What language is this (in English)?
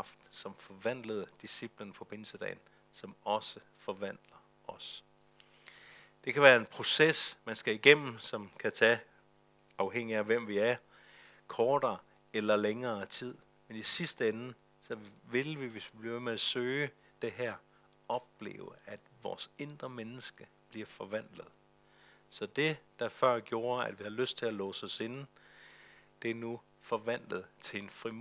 Danish